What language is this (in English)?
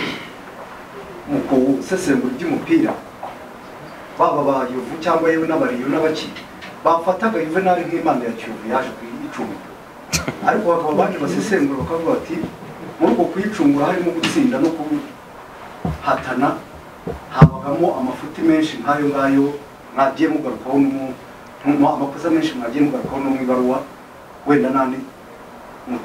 Kinyarwanda